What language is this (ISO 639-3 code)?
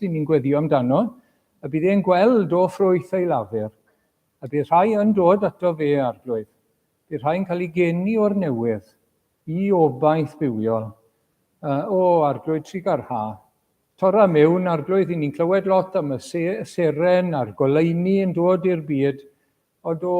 cym